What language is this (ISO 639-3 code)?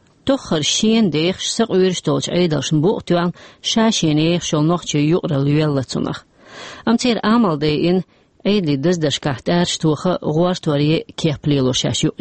che